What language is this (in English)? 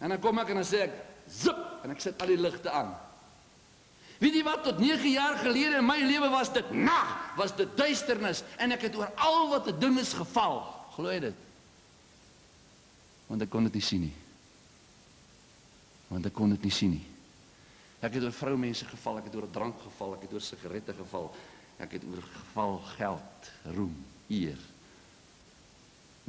Afrikaans